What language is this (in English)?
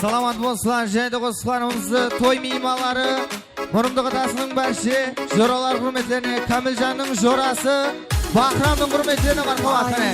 Kara-Kalpak